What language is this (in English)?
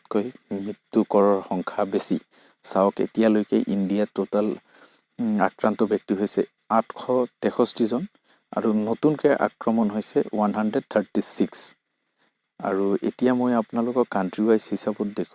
Assamese